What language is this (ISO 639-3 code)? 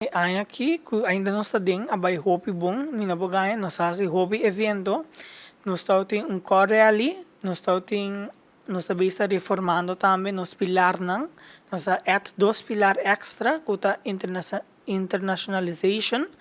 pap